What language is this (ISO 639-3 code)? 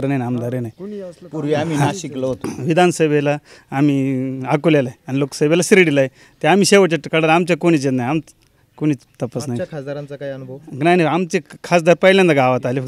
mar